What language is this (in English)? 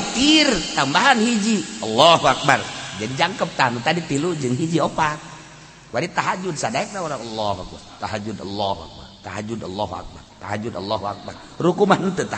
Sundanese